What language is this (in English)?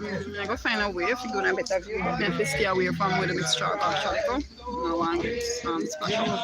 Jamaican Creole English